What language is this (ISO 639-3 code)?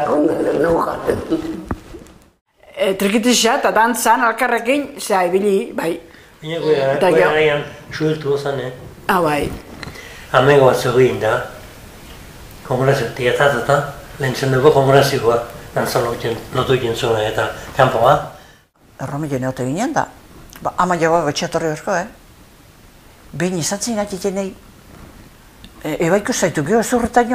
eus